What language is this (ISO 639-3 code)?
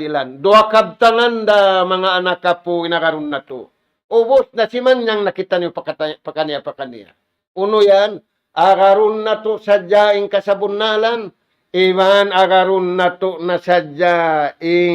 tsg